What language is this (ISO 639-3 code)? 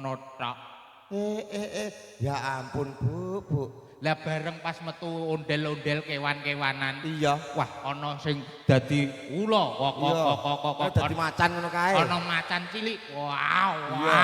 jav